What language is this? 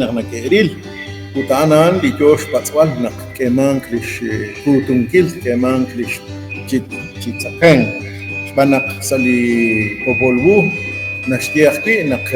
Kekchí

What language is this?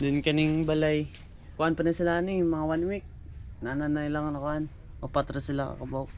Cebuano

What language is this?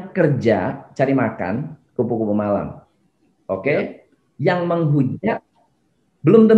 Indonesian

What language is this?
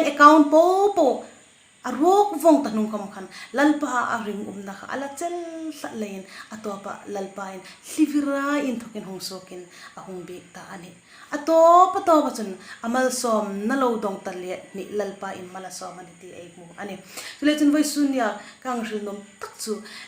Hmar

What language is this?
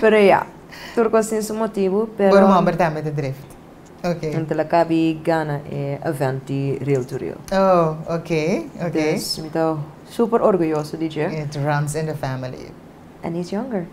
Papiamento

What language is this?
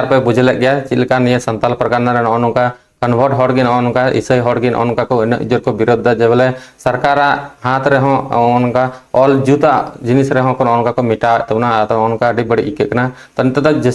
Santali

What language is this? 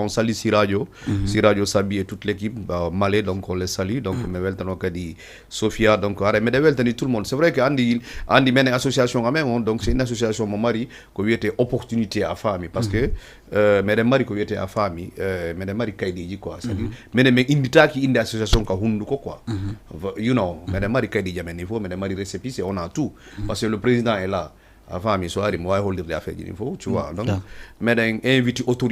Fula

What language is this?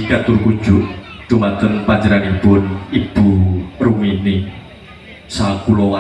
Javanese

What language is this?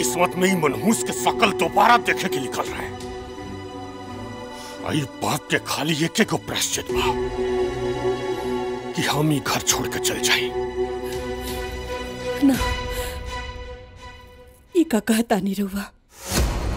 Bhojpuri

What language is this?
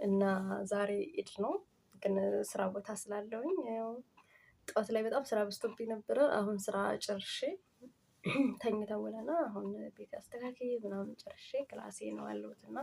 Amharic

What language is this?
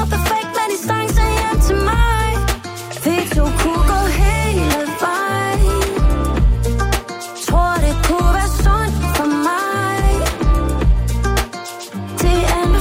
Danish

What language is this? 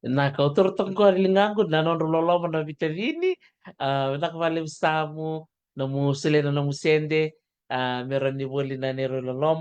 Fijian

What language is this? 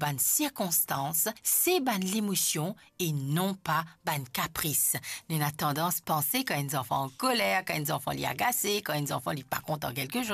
Morisyen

